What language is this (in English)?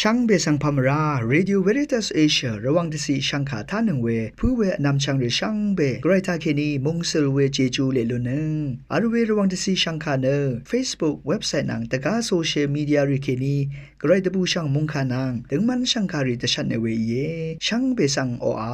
Rawang